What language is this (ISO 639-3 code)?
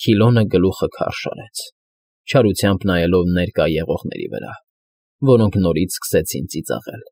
hye